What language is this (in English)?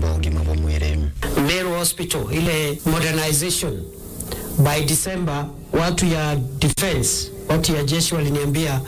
Meru